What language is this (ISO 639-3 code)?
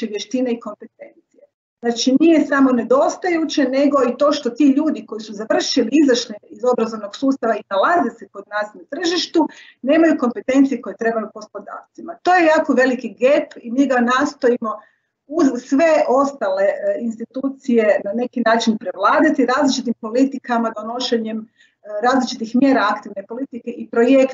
hrv